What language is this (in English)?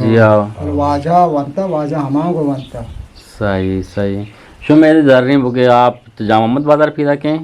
Eastern Balochi